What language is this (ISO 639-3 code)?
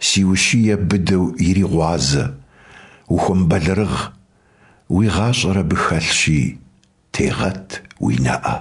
kbd